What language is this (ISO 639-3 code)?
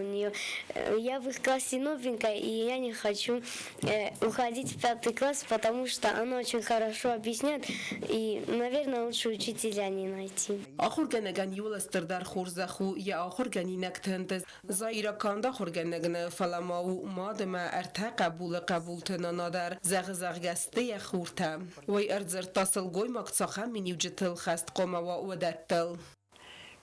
oss